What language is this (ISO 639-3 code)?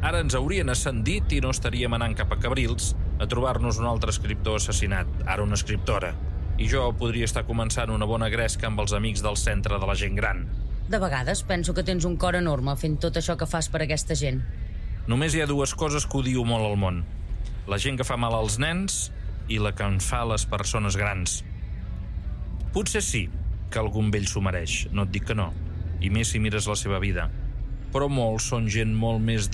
cat